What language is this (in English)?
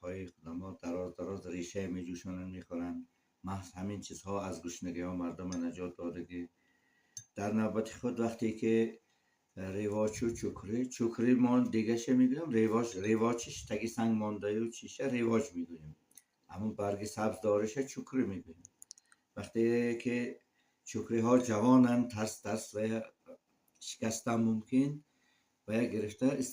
Tajik